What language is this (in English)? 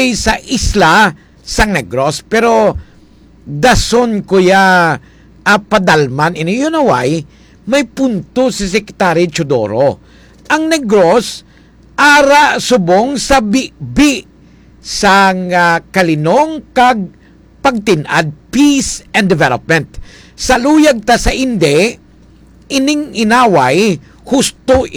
Hiligaynon